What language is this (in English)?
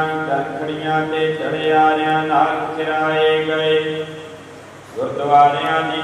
Punjabi